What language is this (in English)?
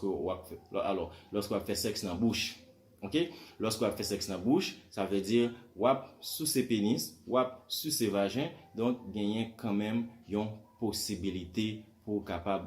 Haitian Creole